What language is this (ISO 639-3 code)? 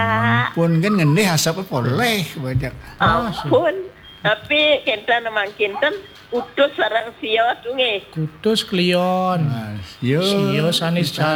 ban